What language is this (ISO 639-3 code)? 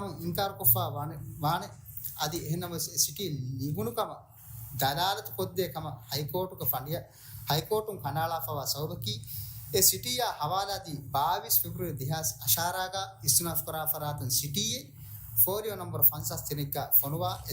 div